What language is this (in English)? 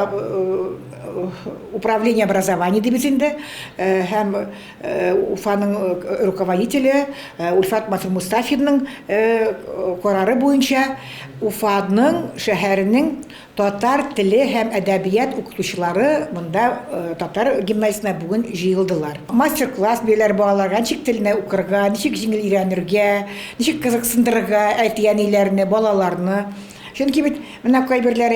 Tatar